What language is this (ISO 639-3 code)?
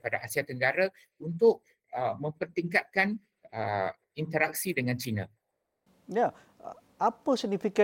msa